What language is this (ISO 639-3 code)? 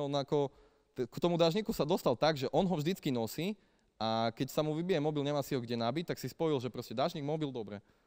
slk